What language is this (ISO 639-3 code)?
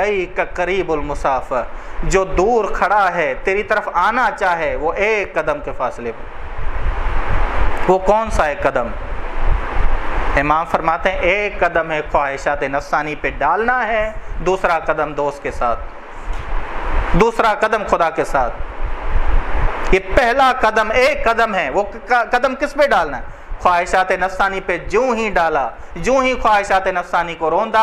urd